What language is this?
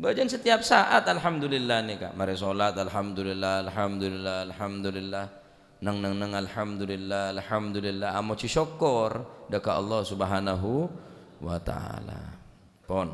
Madurese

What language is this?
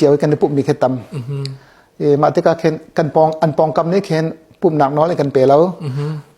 Hakha Chin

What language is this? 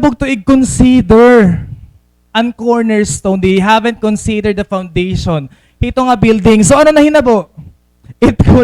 Waray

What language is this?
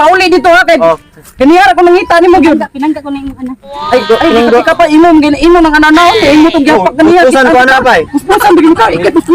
Cebuano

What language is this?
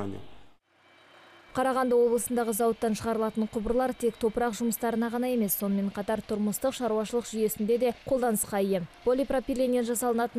Kazakh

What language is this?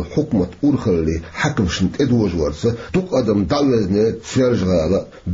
Chechen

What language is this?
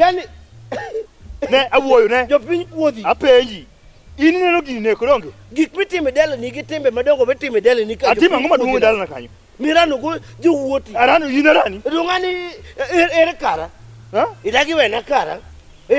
Luo (Kenya and Tanzania)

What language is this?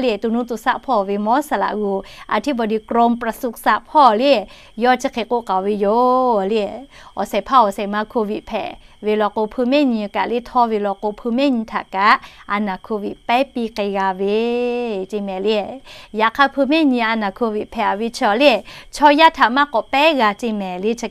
Lahu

